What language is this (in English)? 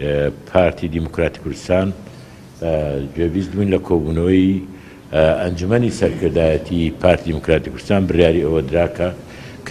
Central Kurdish